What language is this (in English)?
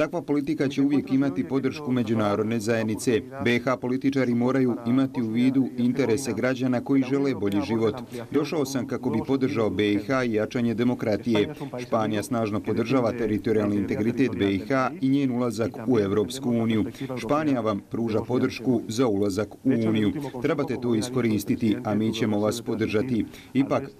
Bosnian